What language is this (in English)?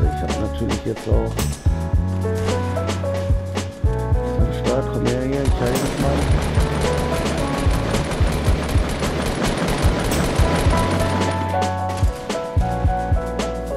German